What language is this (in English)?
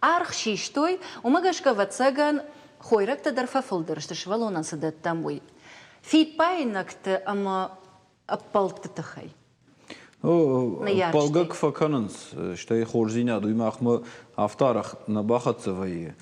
Ossetic